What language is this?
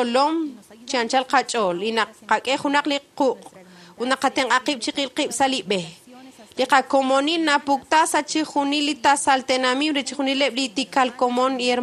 Kekchí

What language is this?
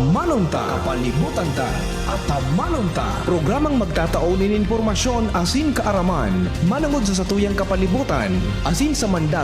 Bikol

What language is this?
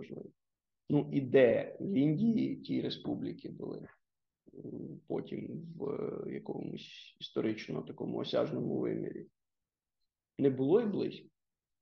Ukrainian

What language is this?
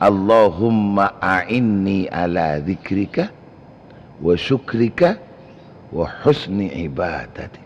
Madurese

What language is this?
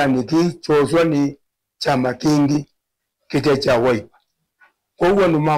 Kamba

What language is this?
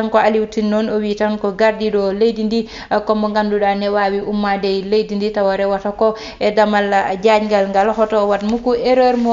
Fula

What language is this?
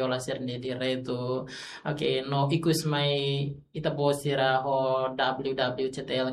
Tetum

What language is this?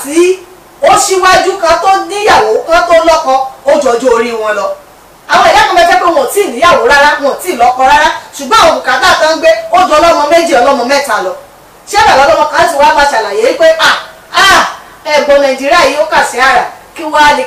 Yoruba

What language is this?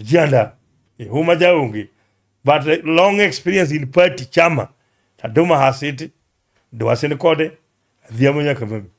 Luo (Kenya and Tanzania)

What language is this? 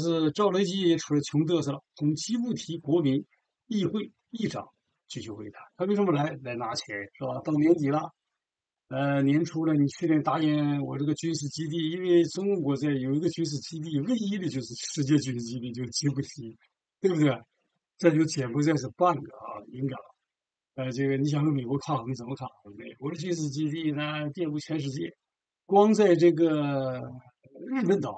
Chinese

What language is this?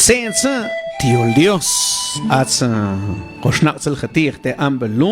Mam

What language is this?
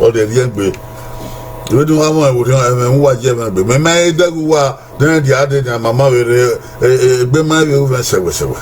Bini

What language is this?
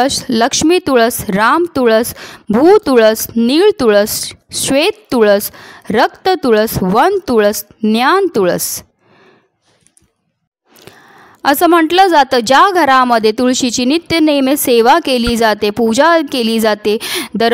Marathi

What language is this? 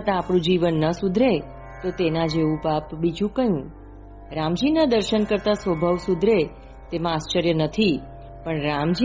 Gujarati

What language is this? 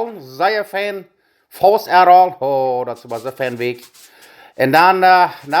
Plautdietsch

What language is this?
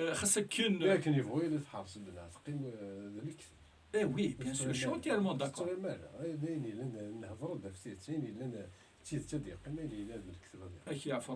Kabyle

